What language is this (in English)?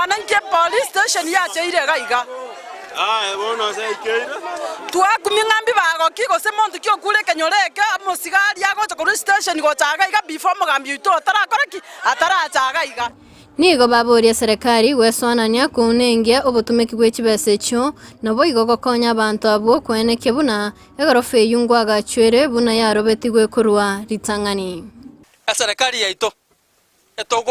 Gusii